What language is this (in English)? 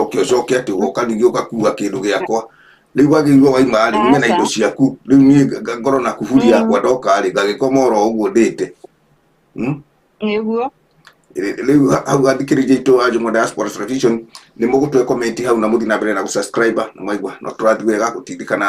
Kikuyu